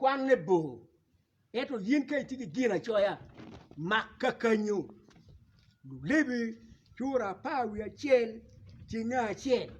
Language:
Acoli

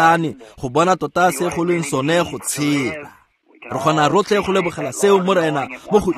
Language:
Tswana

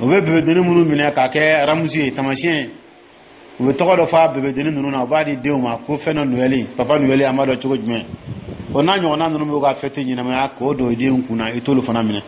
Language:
Dyula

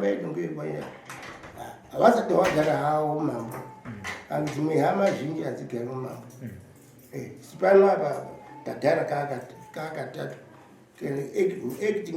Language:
Shona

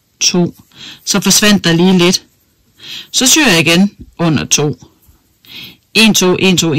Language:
Danish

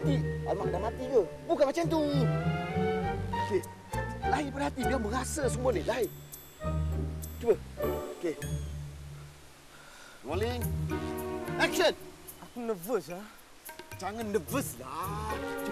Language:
Malay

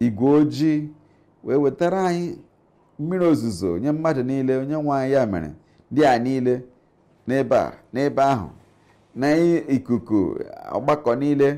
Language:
Igbo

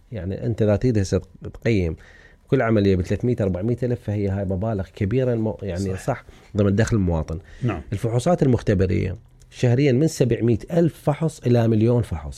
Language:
Mesopotamian Arabic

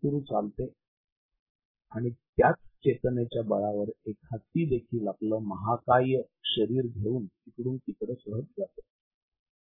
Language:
Marathi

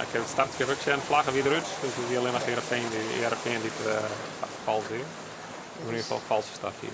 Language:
Western Frisian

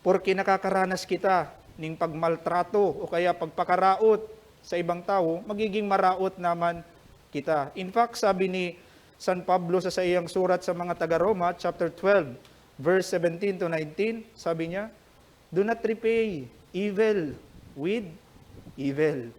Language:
Bikol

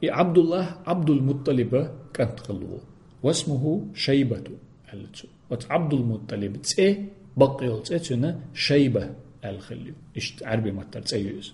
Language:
Chechen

